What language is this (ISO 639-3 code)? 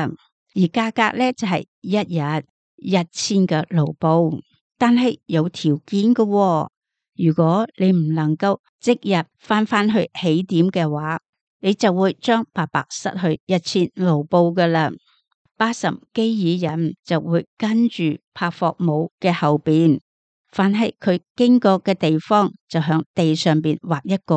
yue